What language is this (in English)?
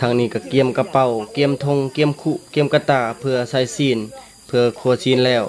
Lao